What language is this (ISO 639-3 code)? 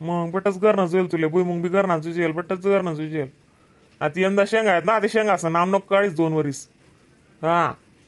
khn